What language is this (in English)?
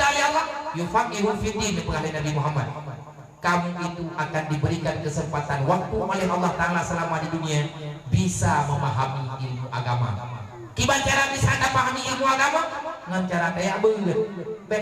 Achinese